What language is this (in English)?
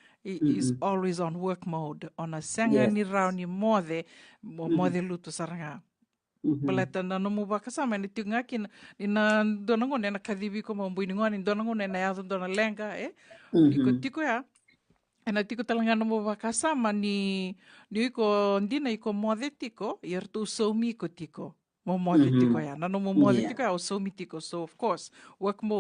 Fijian